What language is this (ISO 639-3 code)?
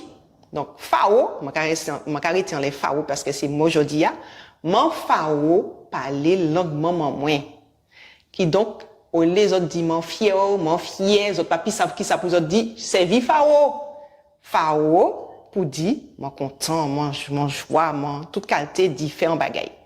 gcf